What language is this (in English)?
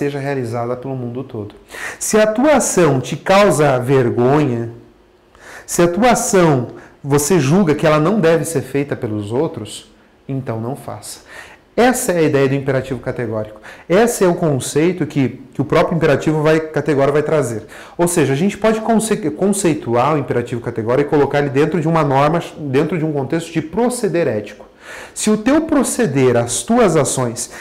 Portuguese